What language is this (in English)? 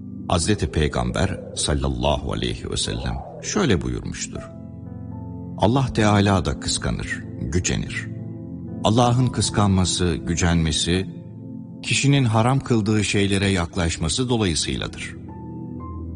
Turkish